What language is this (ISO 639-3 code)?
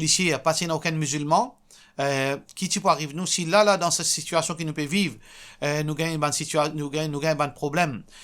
mfe